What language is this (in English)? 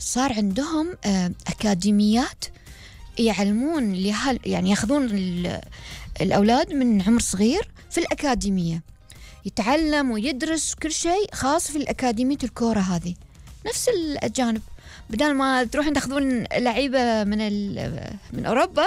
Gulf Arabic